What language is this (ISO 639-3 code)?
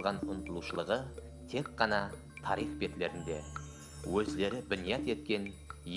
kaa